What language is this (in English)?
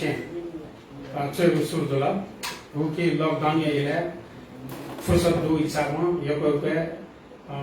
Newari